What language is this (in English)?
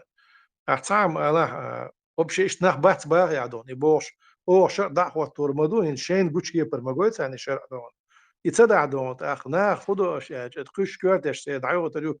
Chechen